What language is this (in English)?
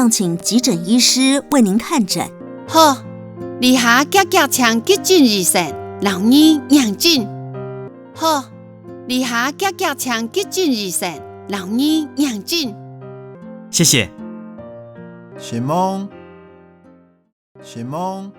Hakka Chinese